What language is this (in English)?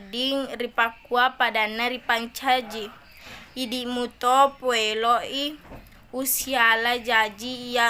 Buginese